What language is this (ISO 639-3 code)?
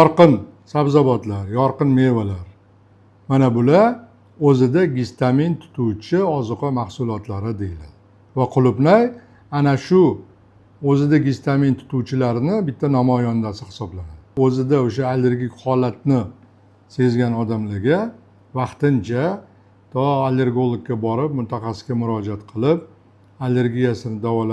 uzb